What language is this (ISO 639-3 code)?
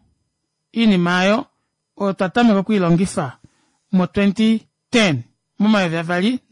kua